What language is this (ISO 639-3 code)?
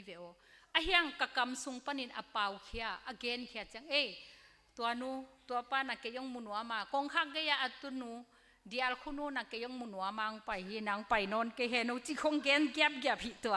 ctd